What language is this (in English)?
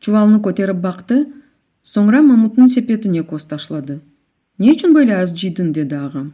Crimean Tatar